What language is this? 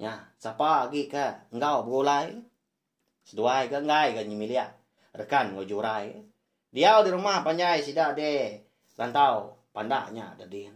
Iban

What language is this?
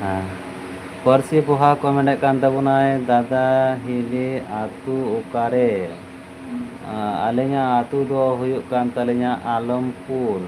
Santali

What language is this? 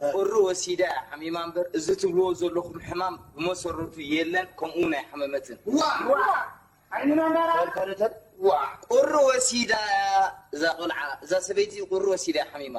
Tigrinya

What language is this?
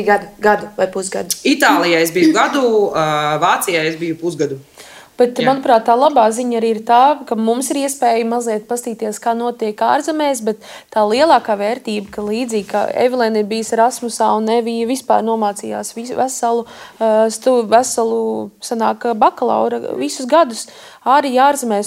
Latvian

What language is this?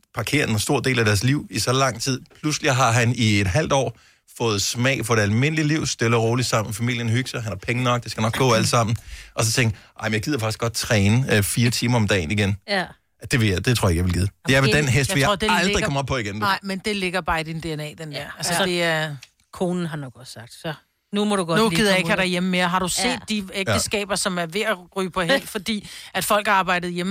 Danish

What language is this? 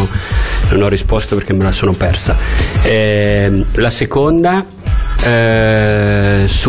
Italian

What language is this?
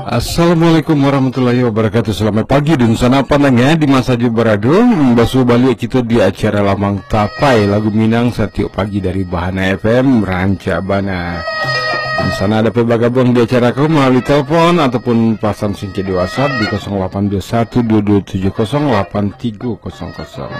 Minangkabau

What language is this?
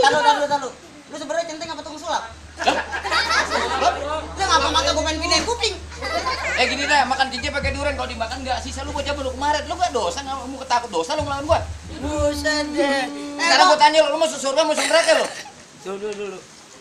Betawi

